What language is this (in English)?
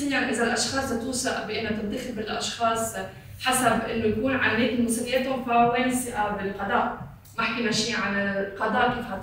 North Levantine Arabic